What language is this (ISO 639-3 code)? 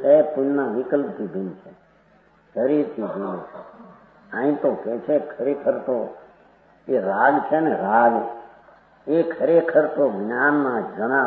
guj